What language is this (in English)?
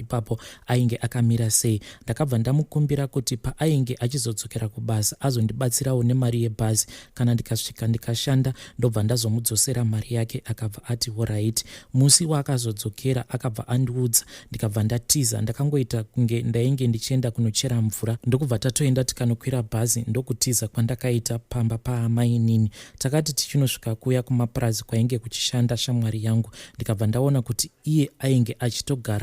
Shona